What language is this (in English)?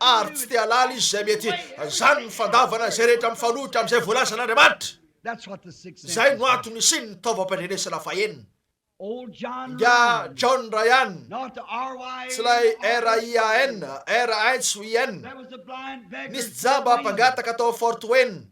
Malagasy